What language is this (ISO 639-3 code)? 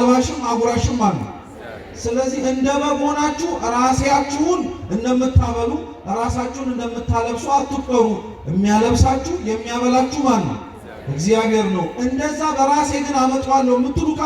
amh